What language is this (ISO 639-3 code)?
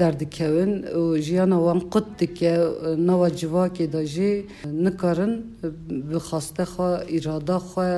kur